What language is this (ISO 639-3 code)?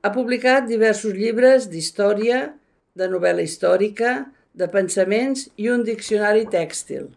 cat